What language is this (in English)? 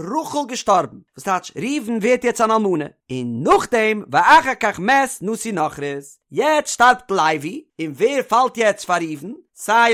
Yiddish